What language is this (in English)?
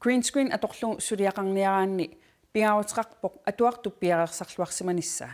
Kalaallisut